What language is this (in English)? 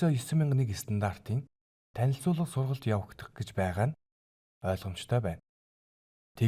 Mongolian